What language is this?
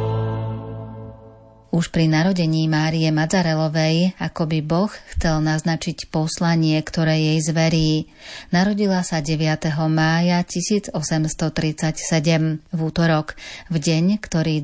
Slovak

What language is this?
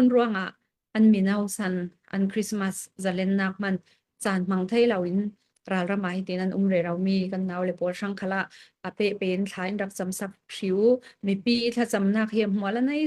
Falam Chin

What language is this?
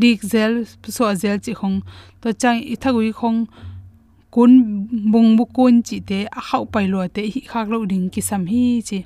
Tedim Chin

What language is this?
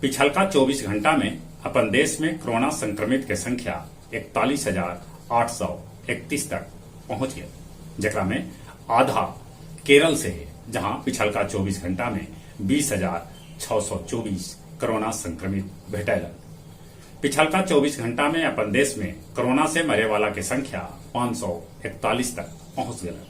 Magahi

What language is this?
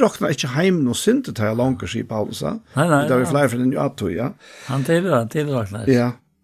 Faroese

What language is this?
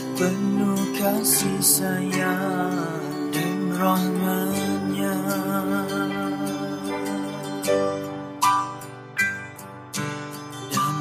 Malay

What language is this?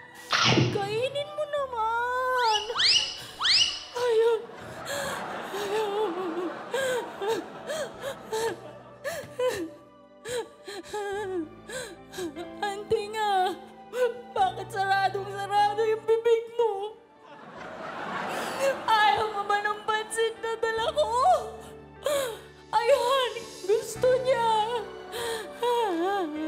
Filipino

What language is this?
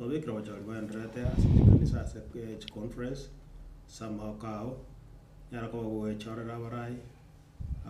Gusii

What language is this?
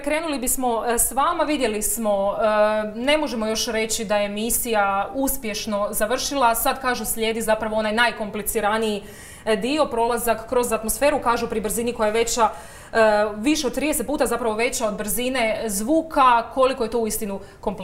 Croatian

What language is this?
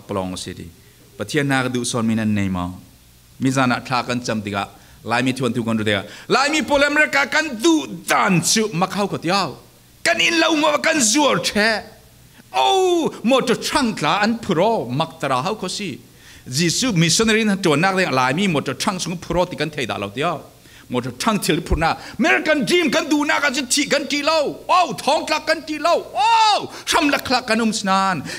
Falam Chin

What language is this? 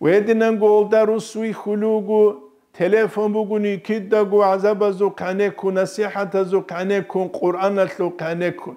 Avaric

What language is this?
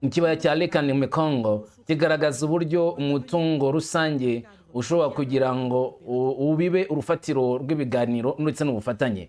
Kinyarwanda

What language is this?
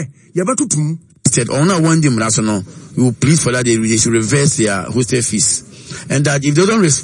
Akan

